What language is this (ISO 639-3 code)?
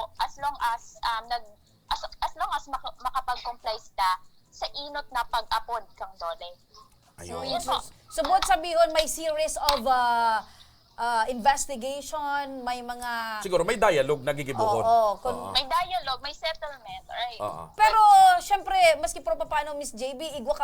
bik